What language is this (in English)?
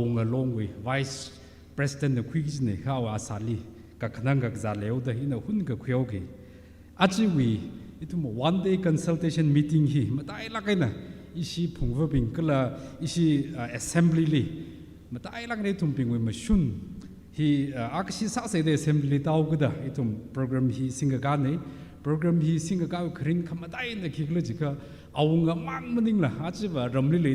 Tangkhul Naga (India)